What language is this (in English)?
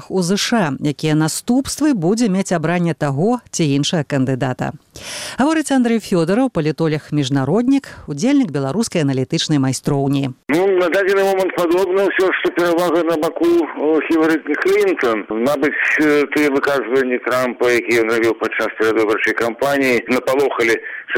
Belarusian